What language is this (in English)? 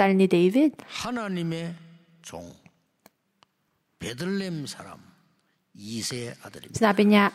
Filipino